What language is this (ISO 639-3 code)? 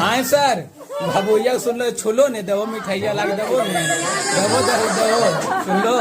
mag